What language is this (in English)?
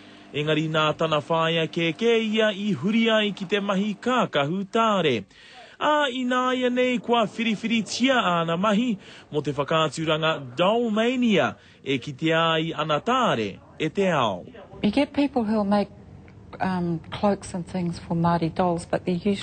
Māori